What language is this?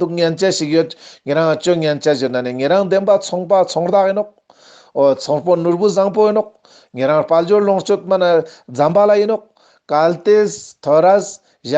Ladakhi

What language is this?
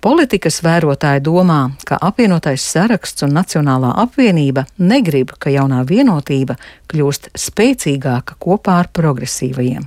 Latvian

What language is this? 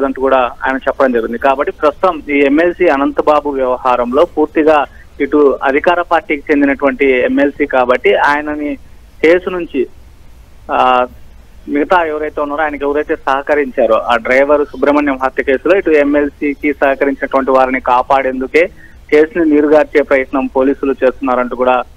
Telugu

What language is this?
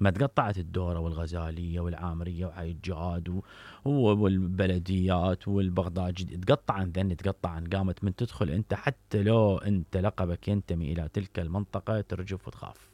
Mesopotamian Arabic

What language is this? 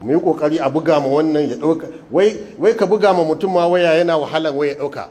Hausa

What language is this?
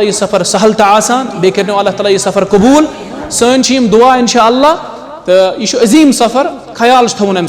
Kashmiri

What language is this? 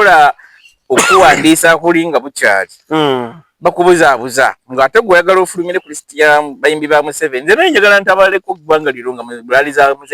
Ganda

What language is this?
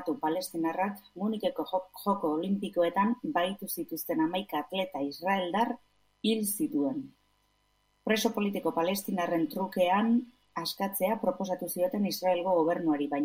Basque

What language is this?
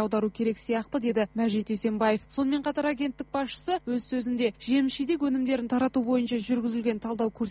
Kazakh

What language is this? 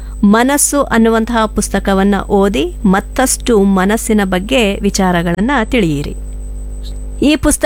Kannada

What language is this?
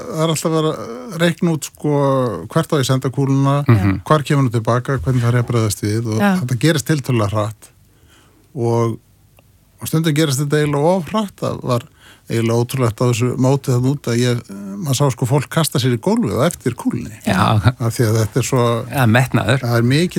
Icelandic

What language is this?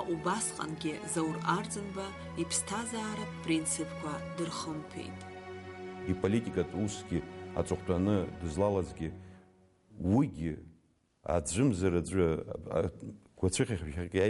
Abkhazian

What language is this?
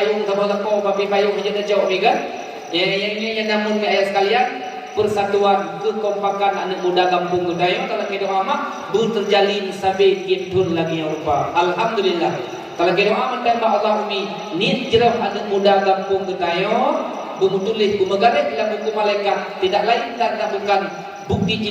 Achinese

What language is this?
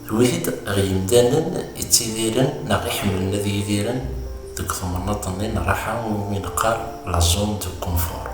Kabyle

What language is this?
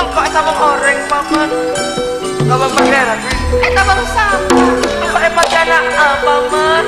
Madurese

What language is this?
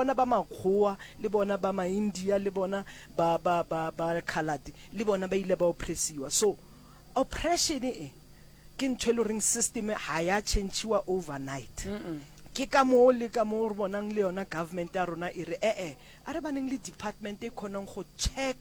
Northern Sotho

